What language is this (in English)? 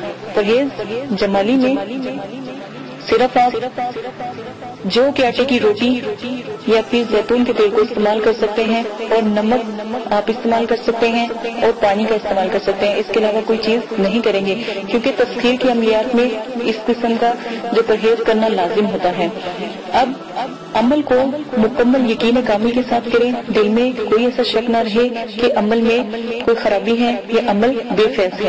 Urdu